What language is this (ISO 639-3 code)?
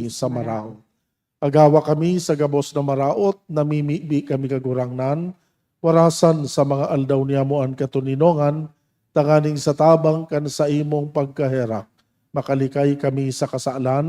bik